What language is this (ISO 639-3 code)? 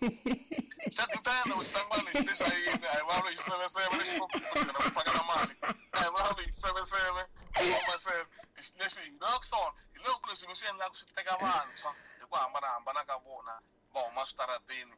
tso